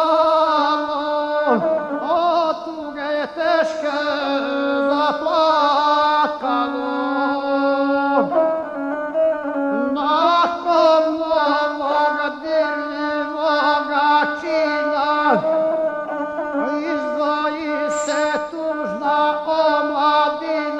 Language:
Croatian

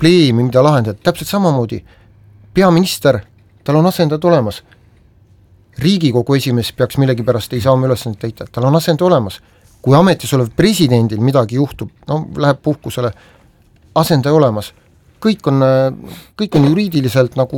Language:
Estonian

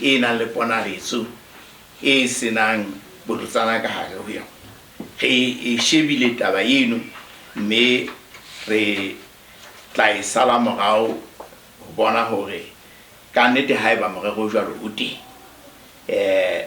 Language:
Southern Sotho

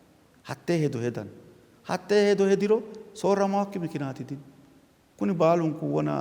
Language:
Sidamo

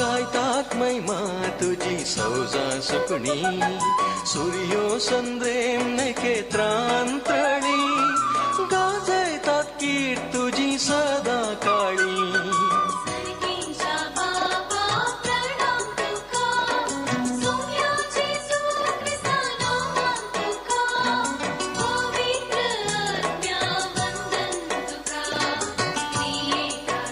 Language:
Konkani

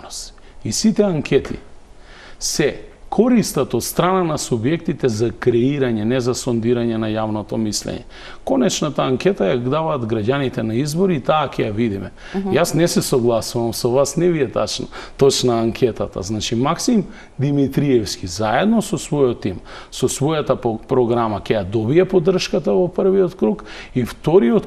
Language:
Macedonian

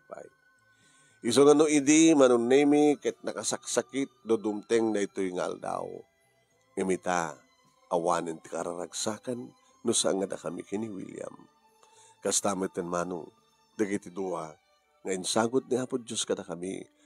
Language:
Iloko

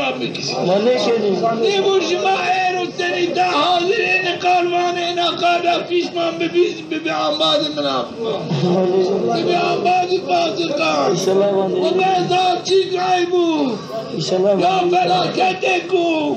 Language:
Zaza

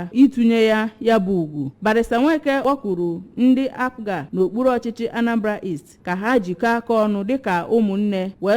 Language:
Igbo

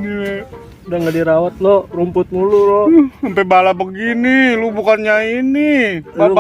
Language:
Betawi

